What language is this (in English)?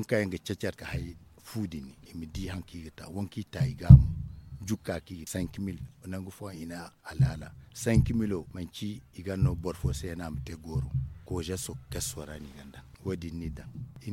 Zarma